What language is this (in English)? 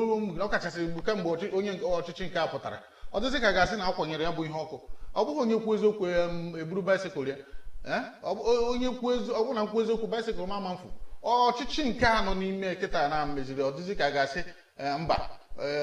Igbo